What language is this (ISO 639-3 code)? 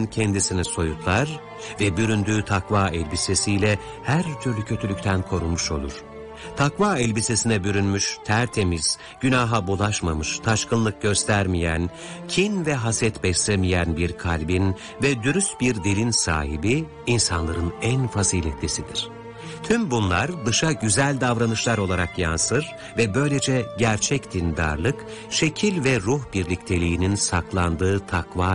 tur